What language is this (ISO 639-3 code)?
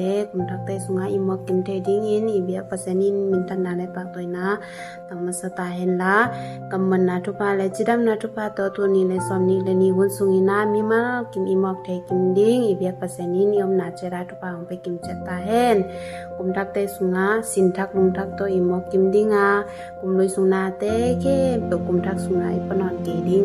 ctd